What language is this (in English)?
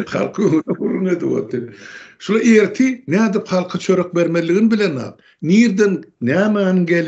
Turkmen